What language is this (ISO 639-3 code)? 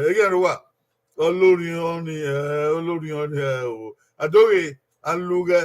bin